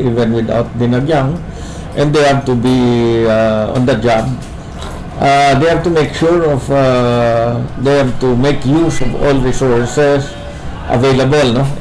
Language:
Hiligaynon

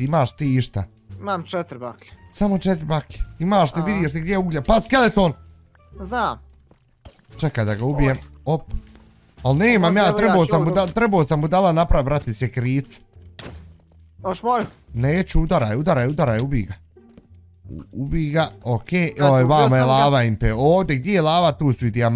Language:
Bosnian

